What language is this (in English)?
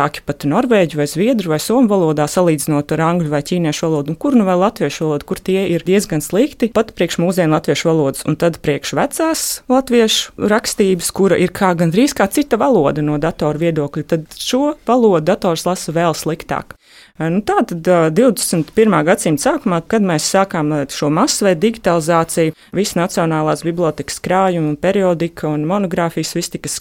Latvian